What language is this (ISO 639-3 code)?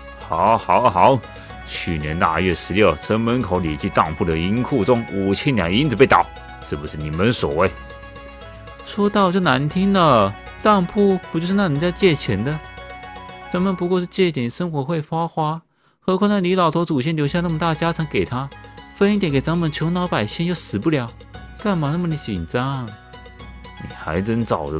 zho